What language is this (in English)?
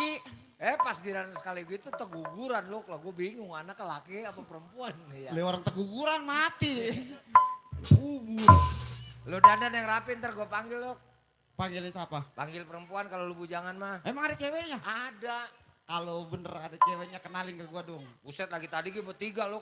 Betawi